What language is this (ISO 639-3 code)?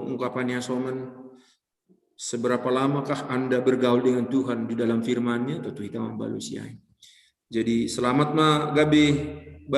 bts